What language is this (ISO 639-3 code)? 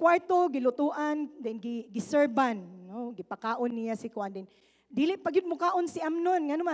ceb